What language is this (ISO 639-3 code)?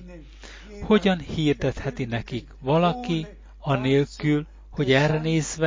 hun